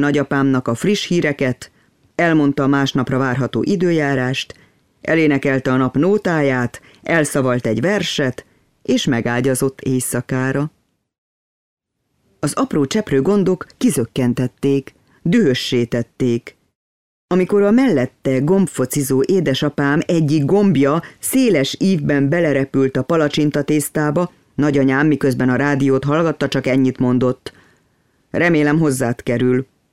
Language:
Hungarian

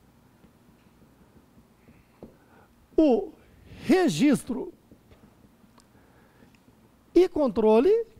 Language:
Portuguese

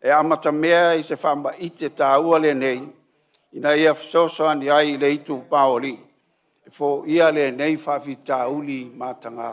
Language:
Samoan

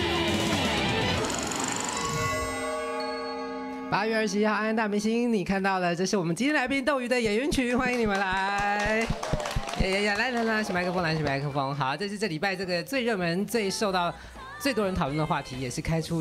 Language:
Chinese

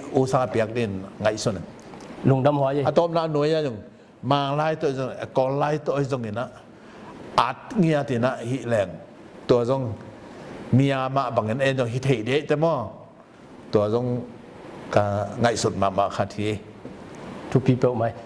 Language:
Tedim Chin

